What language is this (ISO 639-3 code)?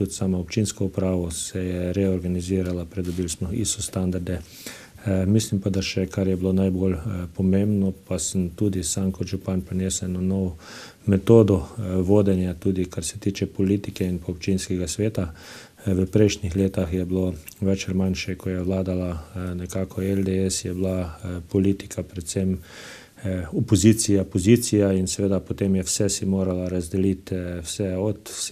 slv